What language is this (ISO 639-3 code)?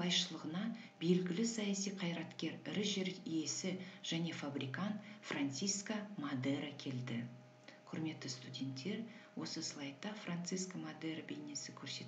kaz